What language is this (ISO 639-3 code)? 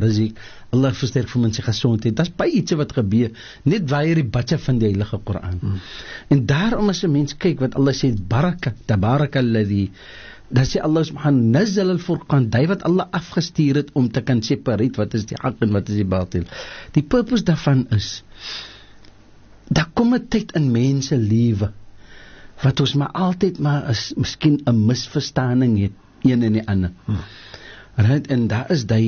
afr